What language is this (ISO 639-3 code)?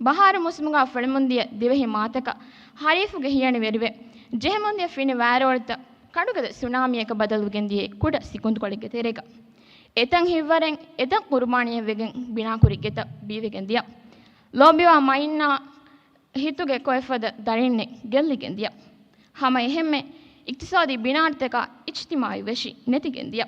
div